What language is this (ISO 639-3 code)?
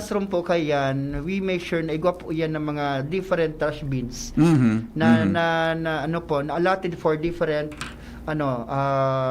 bik